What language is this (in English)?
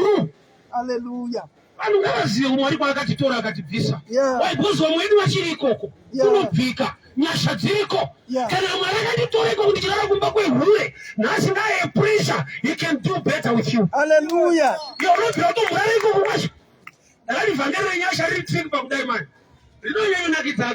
Shona